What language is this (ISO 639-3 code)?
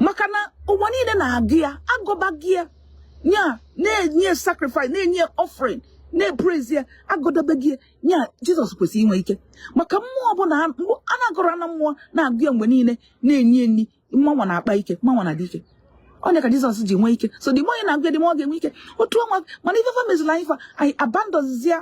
ibo